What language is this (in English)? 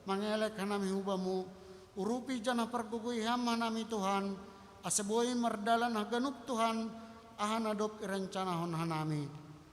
Batak Simalungun